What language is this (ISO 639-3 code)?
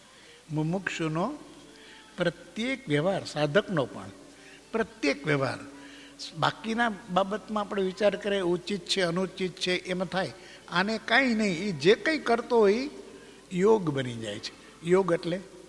guj